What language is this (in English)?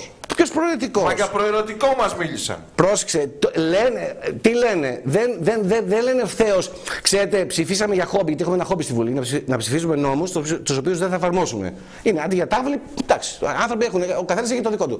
Greek